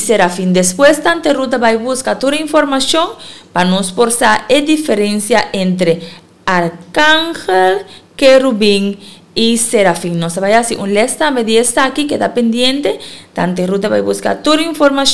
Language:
Papiamento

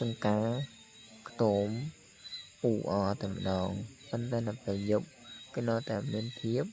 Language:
Khmer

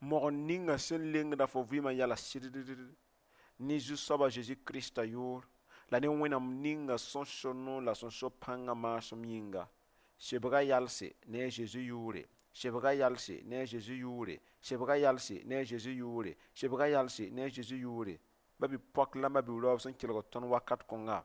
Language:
Mossi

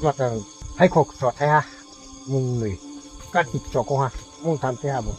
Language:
Riang (India)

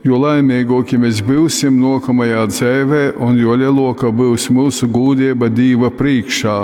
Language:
Latgalian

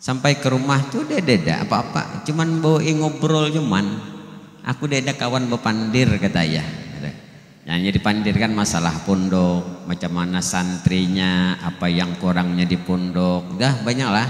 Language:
Banjar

